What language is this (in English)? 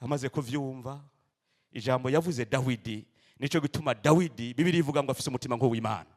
Rundi